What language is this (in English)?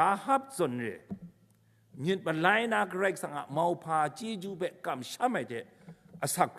Kachin